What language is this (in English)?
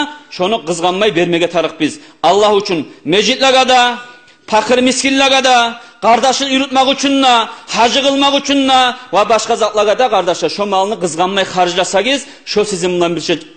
Kumyk